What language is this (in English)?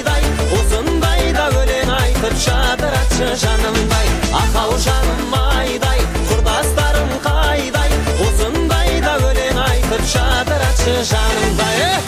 Kazakh